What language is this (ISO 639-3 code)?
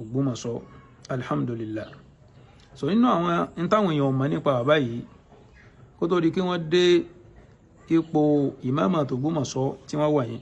yor